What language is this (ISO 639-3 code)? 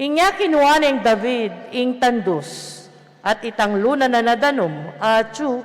pam